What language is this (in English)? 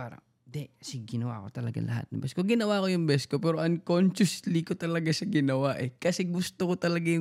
Filipino